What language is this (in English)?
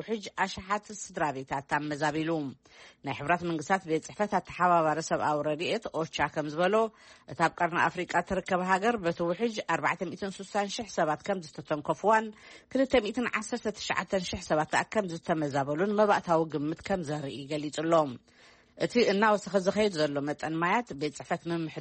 Tigrinya